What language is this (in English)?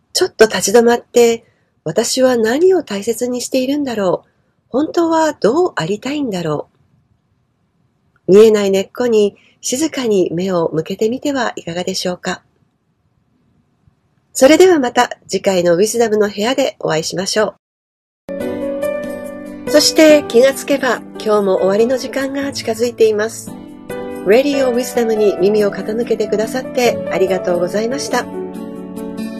Japanese